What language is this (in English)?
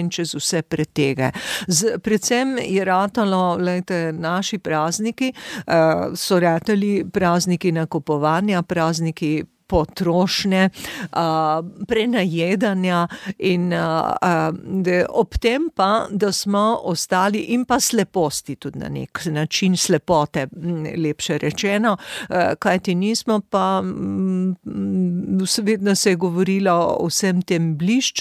Slovenian